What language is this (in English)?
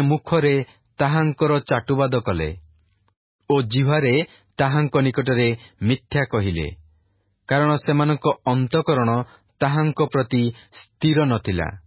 Odia